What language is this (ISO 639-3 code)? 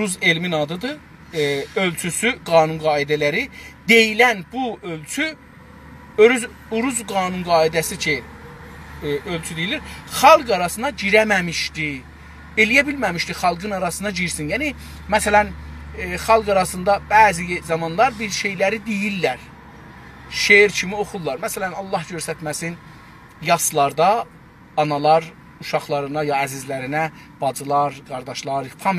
azb